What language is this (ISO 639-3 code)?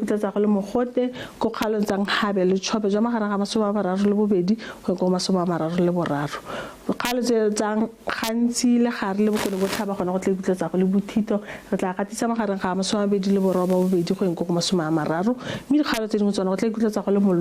tsn